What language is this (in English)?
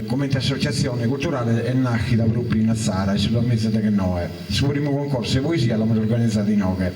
Sardinian